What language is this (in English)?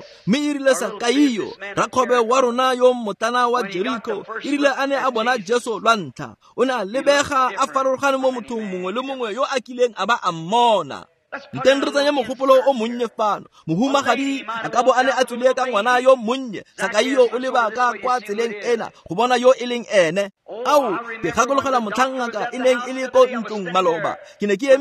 Tswana